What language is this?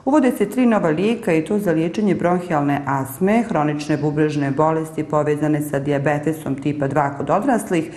Bosnian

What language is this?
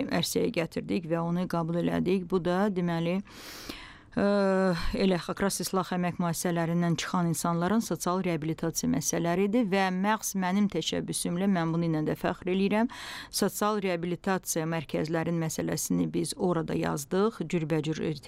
Azerbaijani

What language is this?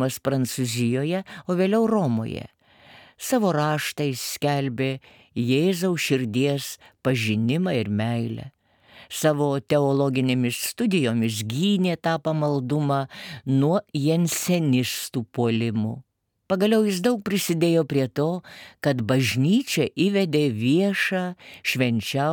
Lithuanian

